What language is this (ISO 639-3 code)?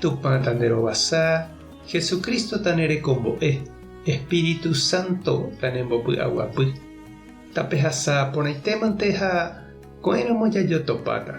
grn